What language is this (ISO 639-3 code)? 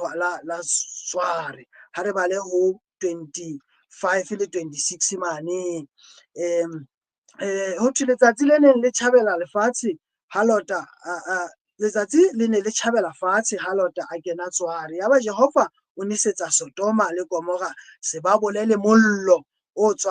sot